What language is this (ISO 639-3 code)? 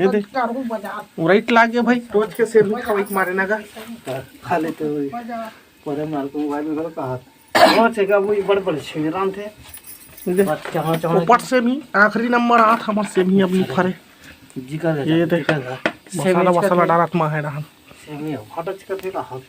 hne